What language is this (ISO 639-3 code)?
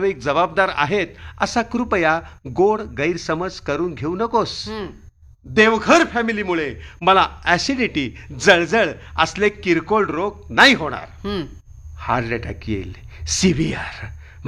mar